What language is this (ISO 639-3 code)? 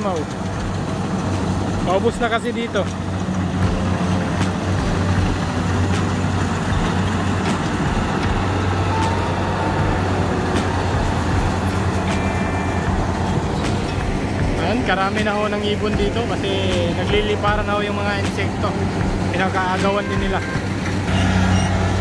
fil